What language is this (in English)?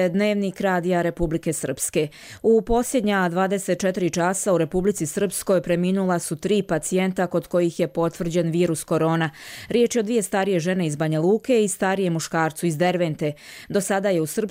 Croatian